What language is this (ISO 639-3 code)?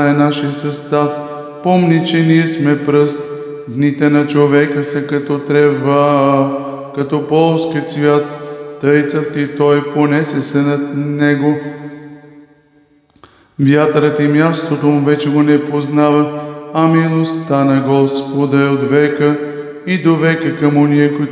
bul